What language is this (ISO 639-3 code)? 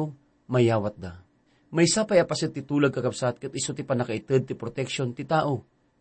ilo